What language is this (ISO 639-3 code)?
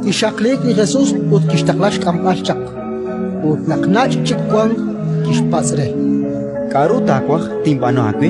kek